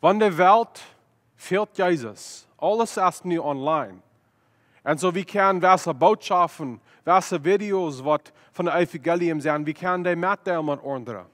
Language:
Plautdietsch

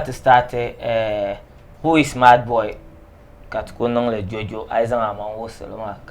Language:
Dagbani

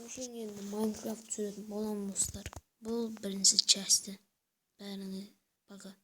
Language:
Kazakh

